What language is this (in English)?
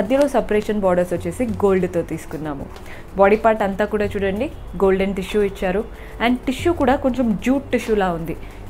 Telugu